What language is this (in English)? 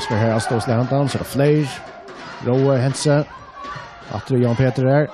Faroese